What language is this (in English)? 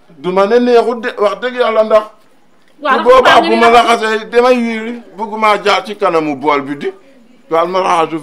Wolof